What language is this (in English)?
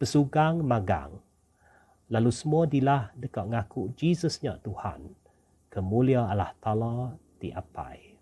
Iban